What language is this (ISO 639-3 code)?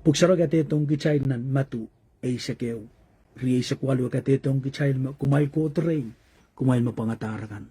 pon